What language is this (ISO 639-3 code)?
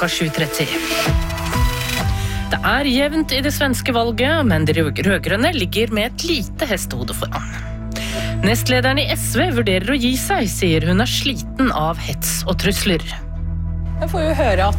nor